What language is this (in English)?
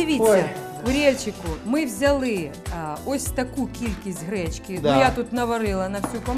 Ukrainian